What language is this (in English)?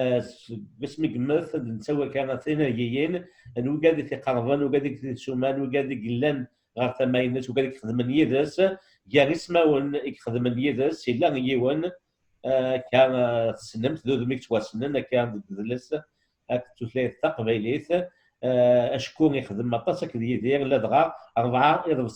Kabyle